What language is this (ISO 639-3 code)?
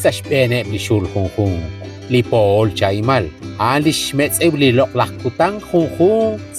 kek